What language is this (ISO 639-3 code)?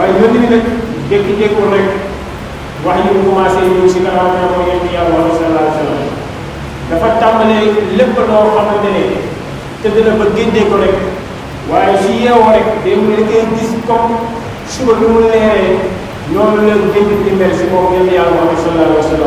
wol